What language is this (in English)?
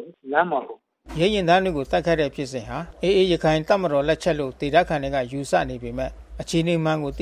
Burmese